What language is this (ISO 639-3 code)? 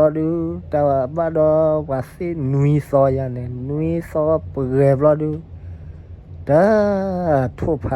ksw